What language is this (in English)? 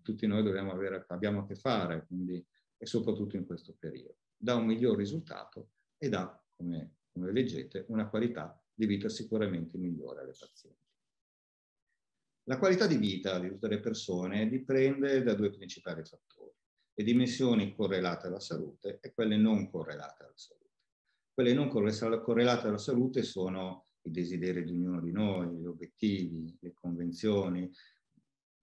Italian